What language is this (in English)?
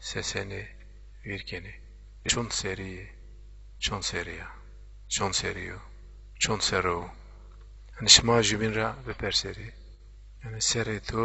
Zaza